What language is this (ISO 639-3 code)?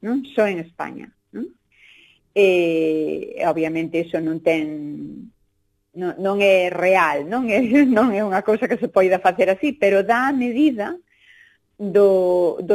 glg